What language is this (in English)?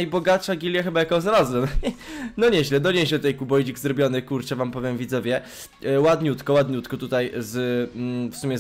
Polish